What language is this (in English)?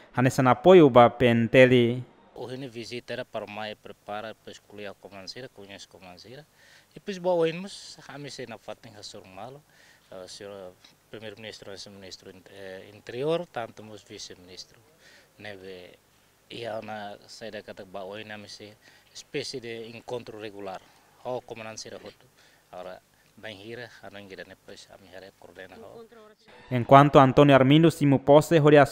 Tetum